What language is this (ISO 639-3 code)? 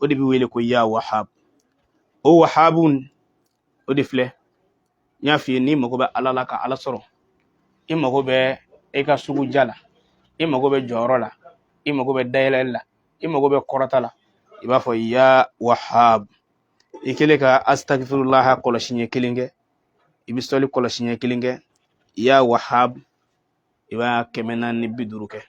bam